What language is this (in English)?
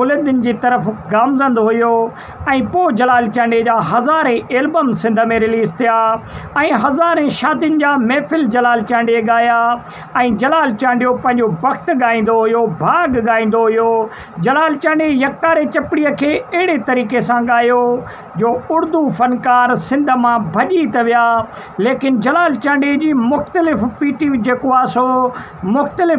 Sindhi